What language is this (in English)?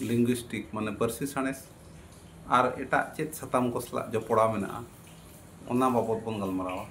Santali